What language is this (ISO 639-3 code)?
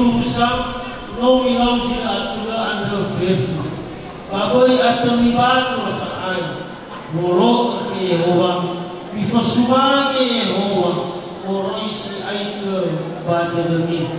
nia